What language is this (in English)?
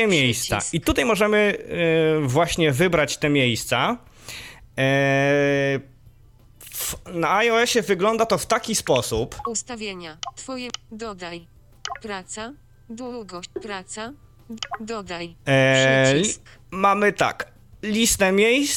Polish